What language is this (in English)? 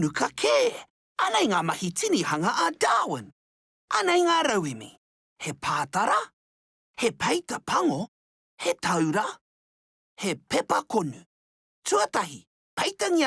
Māori